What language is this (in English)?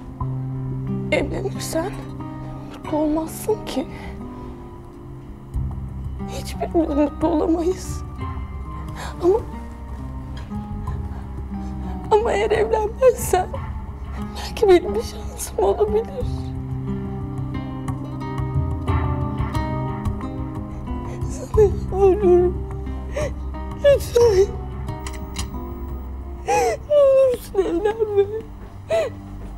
Turkish